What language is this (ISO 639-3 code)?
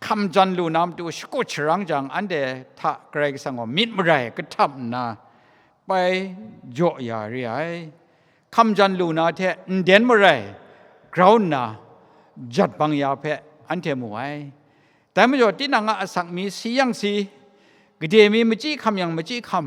kac